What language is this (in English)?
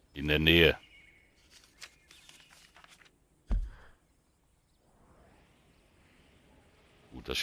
German